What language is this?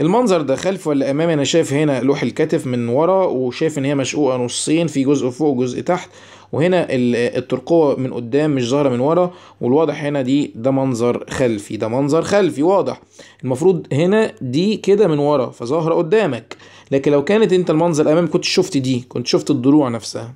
Egyptian Arabic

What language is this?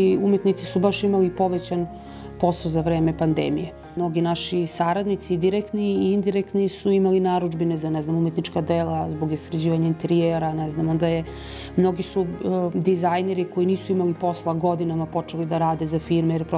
Serbian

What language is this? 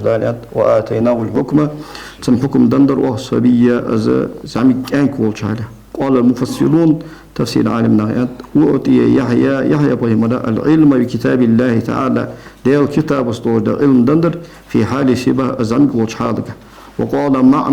Ingush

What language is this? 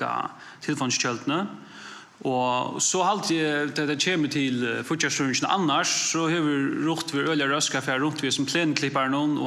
Faroese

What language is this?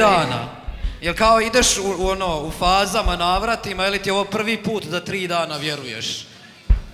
Croatian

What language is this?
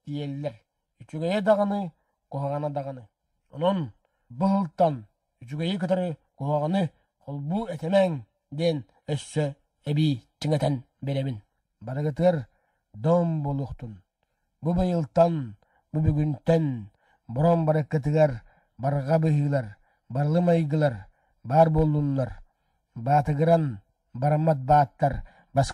Yakut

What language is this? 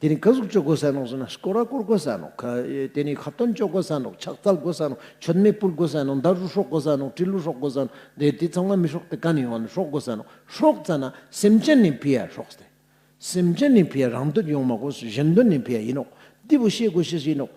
Ladakhi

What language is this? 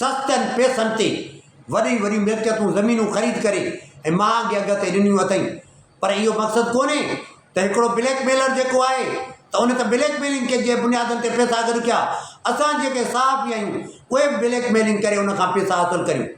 Sindhi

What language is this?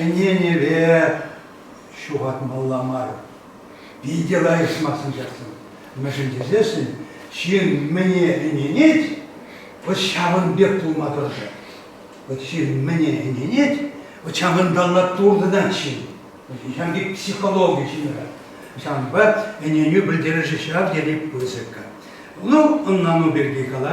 Chuvash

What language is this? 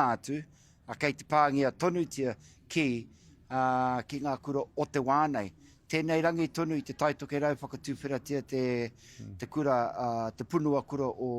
Māori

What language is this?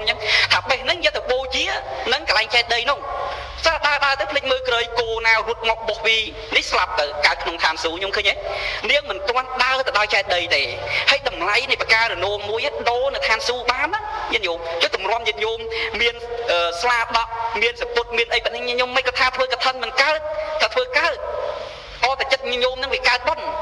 Khmer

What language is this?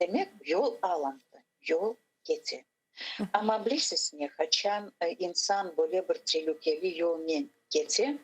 Crimean Tatar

